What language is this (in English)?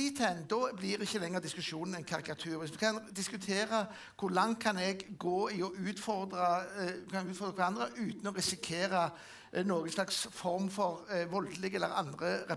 Norwegian